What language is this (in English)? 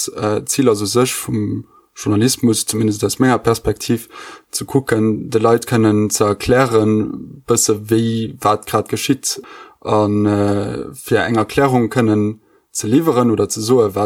Luxembourgish